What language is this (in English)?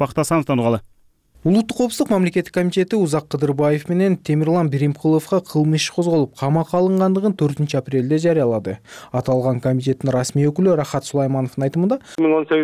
Kyrgyz